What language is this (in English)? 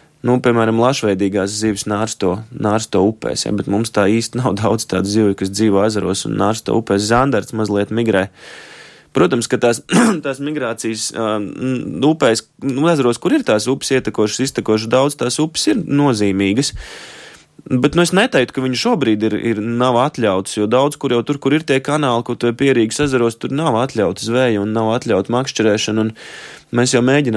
Latvian